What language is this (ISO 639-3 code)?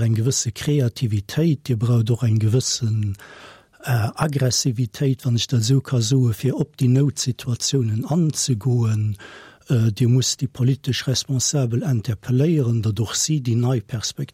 ltz